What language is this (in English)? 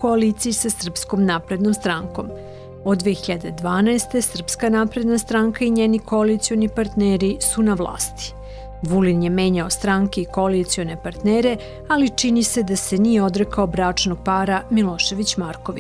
Serbian